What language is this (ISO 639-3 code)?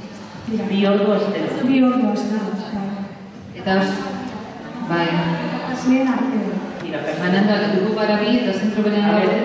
eus